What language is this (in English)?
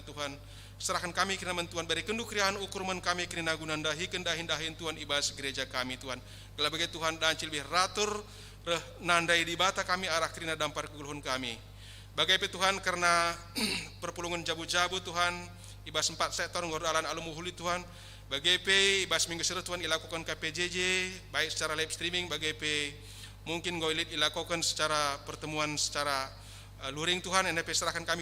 Batak Karo